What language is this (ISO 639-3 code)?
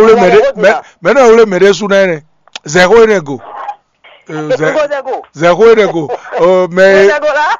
fon